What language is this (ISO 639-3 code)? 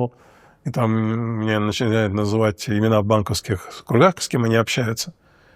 rus